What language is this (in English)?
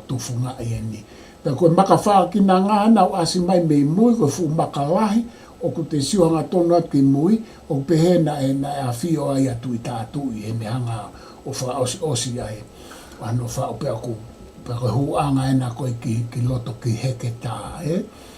Tongan